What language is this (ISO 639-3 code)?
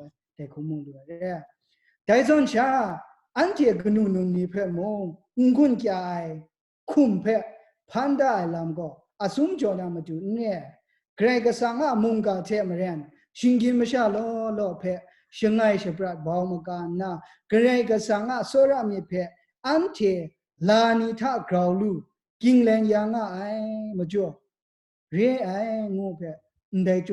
kac